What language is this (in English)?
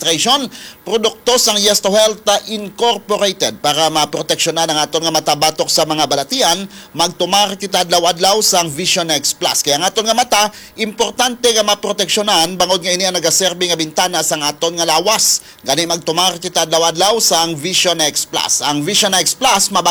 Hiligaynon